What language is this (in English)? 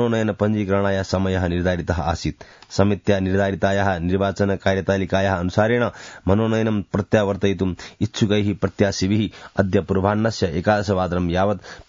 Sanskrit